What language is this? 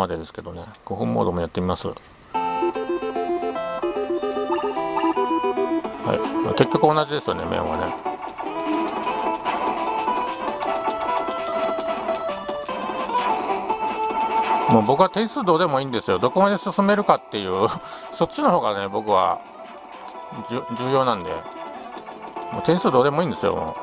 Japanese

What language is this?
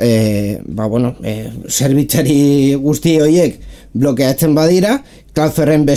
Basque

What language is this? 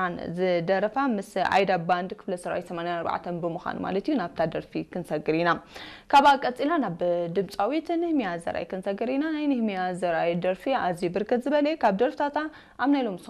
Tigrinya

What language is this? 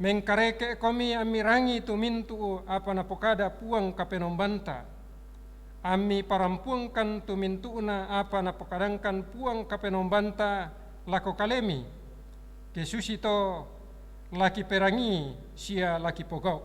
Toraja-Sa'dan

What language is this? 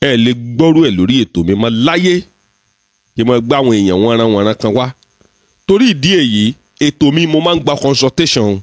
Yoruba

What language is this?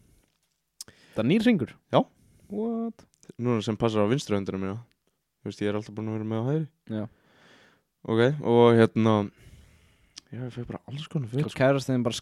Icelandic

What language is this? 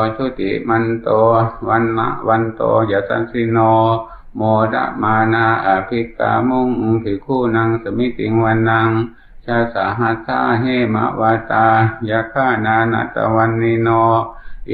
Pali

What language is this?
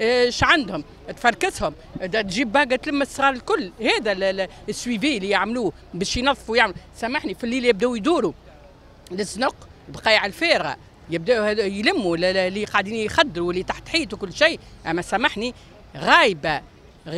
Tunisian Arabic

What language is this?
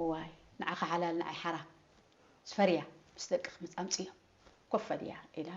Tigrinya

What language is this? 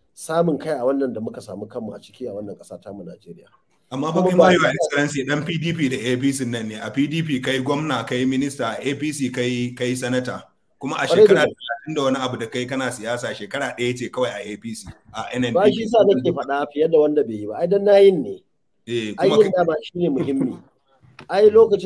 Hausa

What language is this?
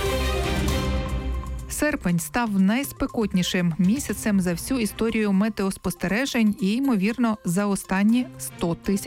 Ukrainian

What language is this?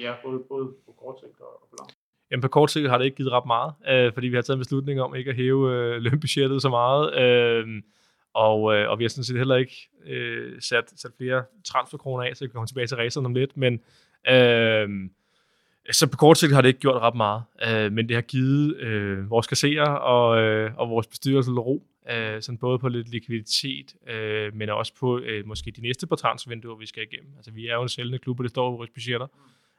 Danish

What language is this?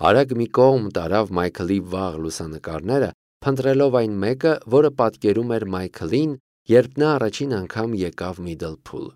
Armenian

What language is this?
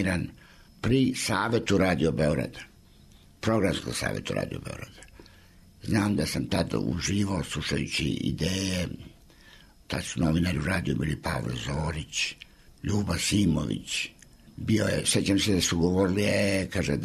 Serbian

